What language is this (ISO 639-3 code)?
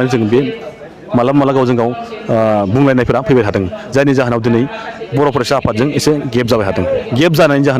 brx